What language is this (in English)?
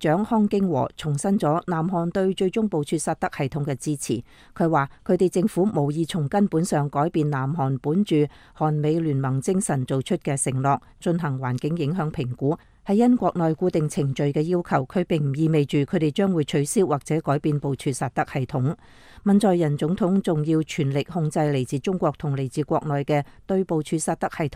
Cantonese